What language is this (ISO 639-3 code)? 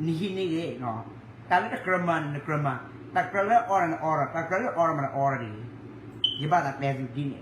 ksw